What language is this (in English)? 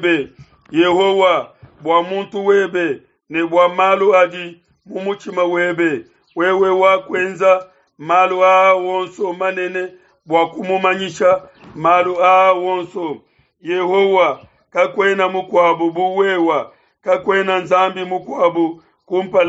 Luba-Lulua